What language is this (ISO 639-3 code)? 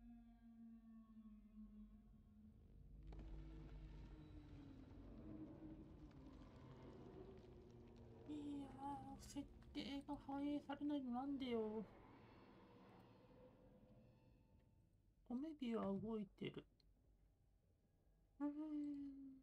jpn